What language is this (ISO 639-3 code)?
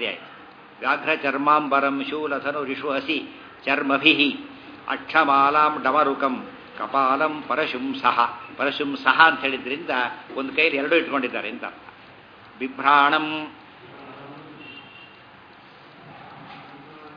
kan